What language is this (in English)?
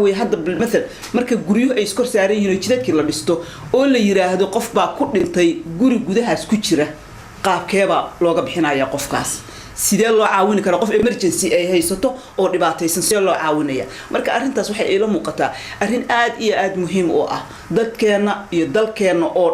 Somali